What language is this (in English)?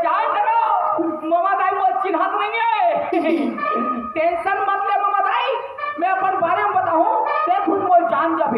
Chhattisgarhi